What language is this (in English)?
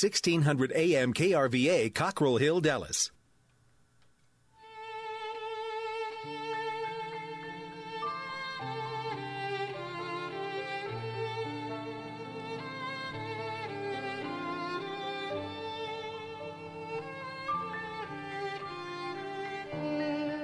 Vietnamese